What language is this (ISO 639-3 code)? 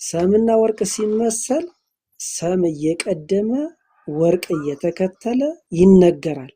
amh